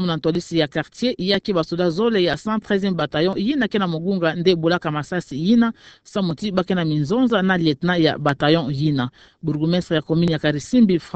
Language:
Kituba (Democratic Republic of Congo)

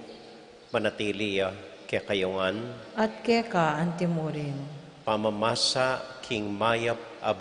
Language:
Pampanga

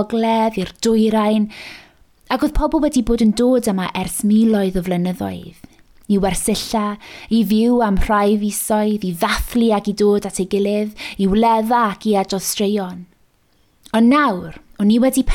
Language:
Welsh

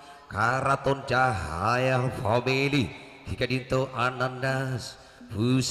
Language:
Madurese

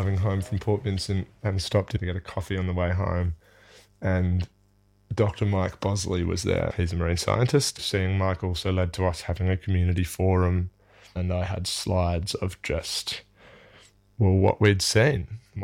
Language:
English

